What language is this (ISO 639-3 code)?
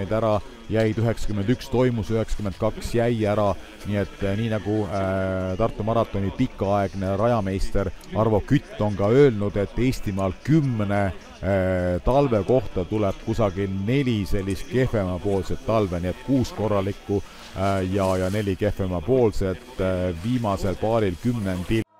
est